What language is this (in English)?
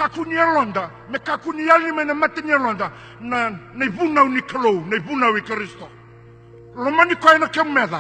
Fijian